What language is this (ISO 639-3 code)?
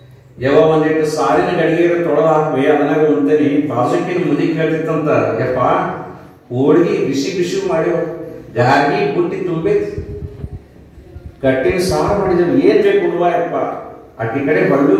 kan